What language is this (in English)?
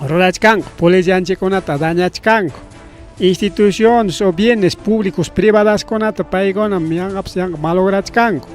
Ayacucho Quechua